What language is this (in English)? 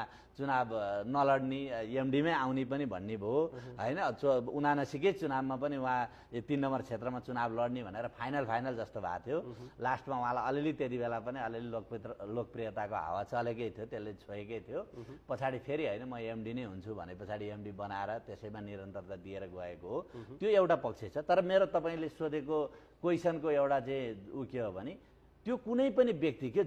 Nepali